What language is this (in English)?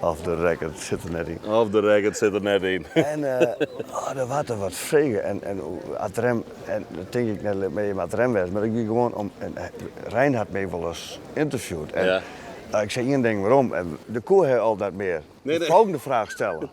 Western Frisian